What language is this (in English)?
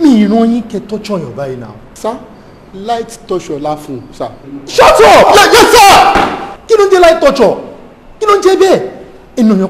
Yoruba